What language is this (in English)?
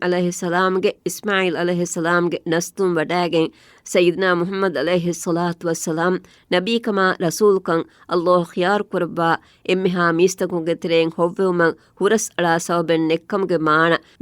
Divehi